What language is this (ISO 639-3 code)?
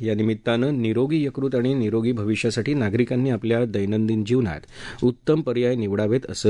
mar